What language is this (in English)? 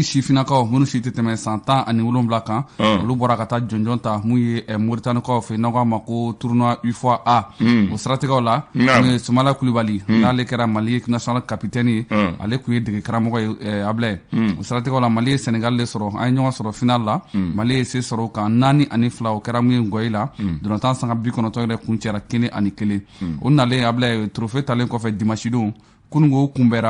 Bambara